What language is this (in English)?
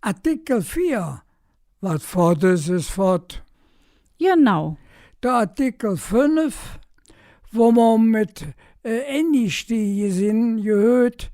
Colognian